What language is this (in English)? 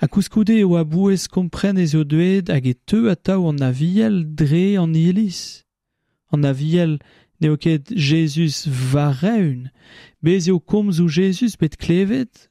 Breton